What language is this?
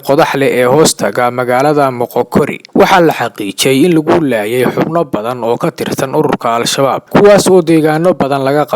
Somali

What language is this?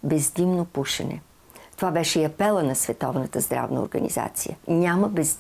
Bulgarian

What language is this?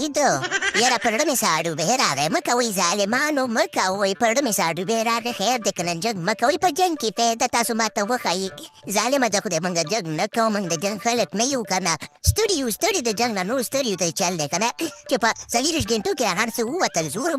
Pashto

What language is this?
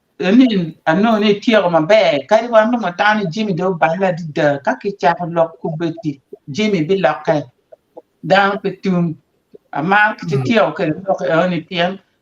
Acoli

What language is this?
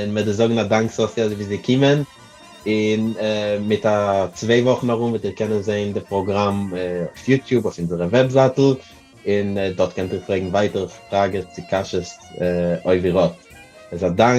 Yiddish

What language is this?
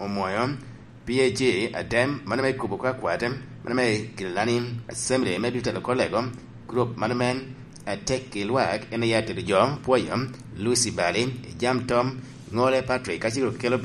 Lango (Uganda)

